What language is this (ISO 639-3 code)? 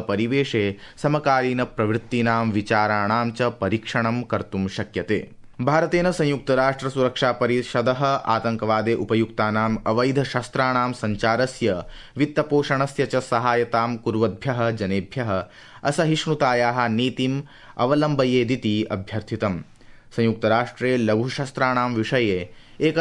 san